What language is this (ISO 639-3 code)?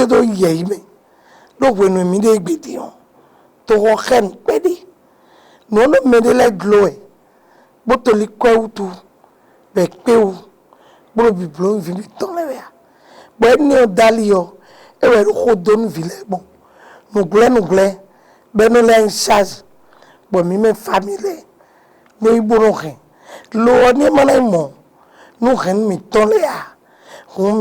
fon